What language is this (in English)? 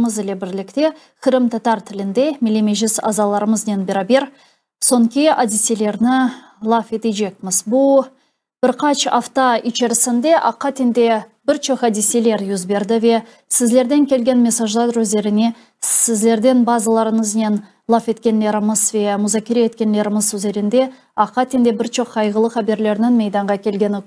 Crimean Tatar